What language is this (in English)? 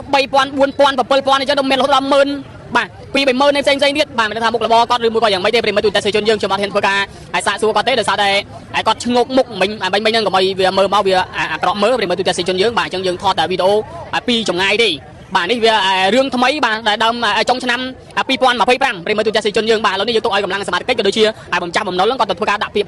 Khmer